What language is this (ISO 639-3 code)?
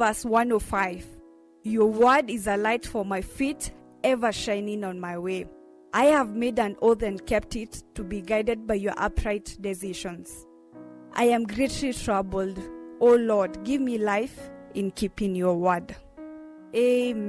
kam